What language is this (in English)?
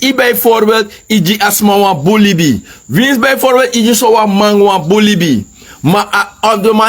Sranan Tongo